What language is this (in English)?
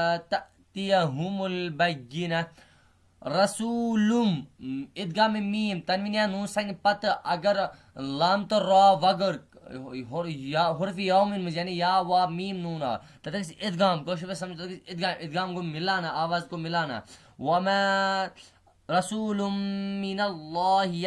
Kashmiri